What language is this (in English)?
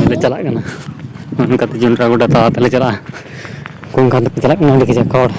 Santali